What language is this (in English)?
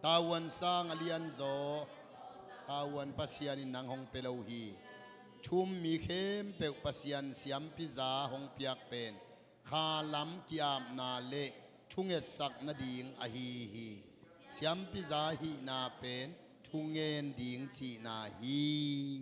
Tedim Chin